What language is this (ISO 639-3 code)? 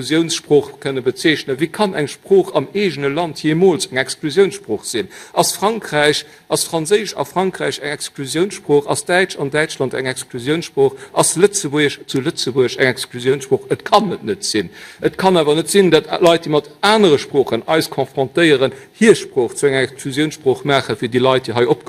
ltz